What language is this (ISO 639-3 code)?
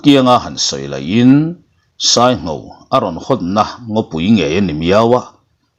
lus